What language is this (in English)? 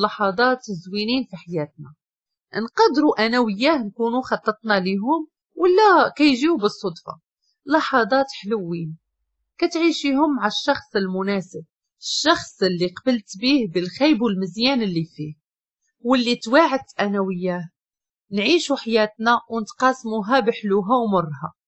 Moroccan Arabic